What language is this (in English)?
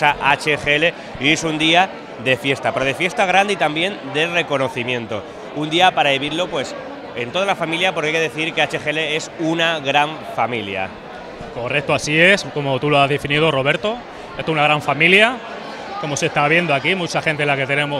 Spanish